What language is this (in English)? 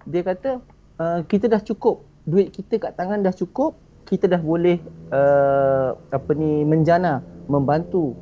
Malay